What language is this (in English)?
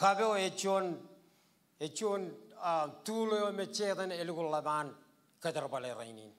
Marshallese